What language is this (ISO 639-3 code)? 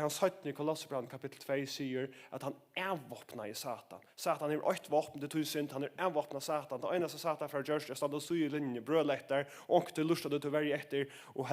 fao